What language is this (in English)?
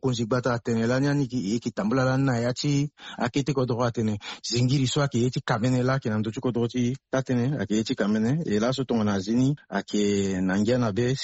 Sango